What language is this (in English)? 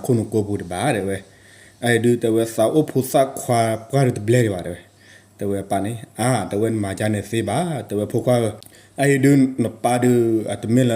S'gaw Karen